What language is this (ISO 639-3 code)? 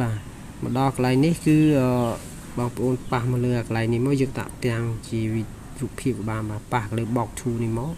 khm